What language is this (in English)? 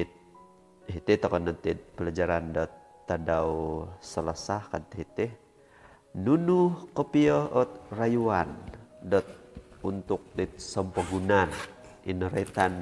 Central Dusun